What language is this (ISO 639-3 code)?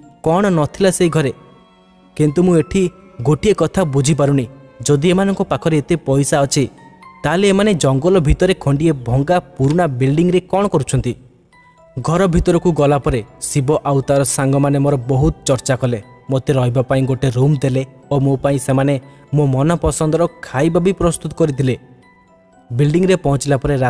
ori